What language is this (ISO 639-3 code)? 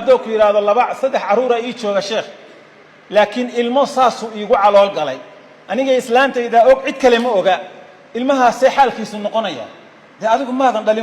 som